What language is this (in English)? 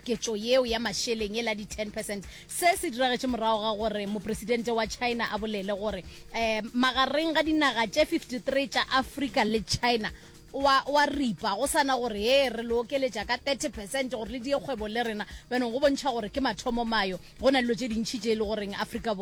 Northern Sotho